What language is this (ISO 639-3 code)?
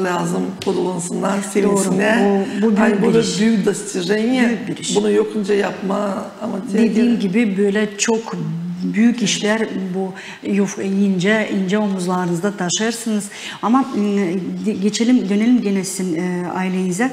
gag